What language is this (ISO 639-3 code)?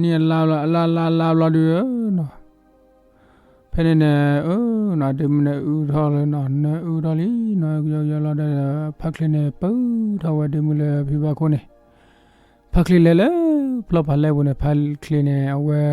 ksw